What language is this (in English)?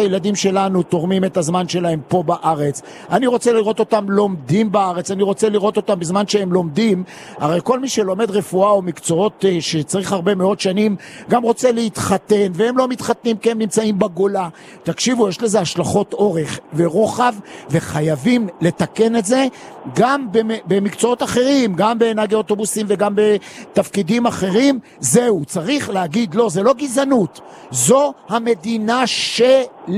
Hebrew